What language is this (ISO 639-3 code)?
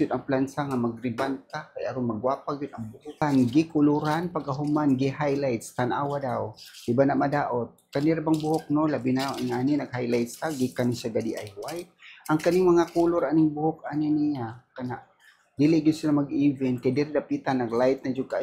ceb